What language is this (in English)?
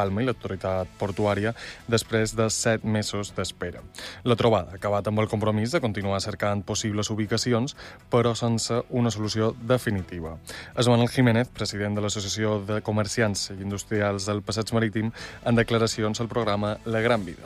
Catalan